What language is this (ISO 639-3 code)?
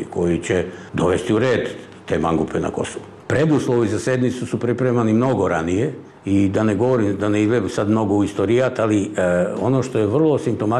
srp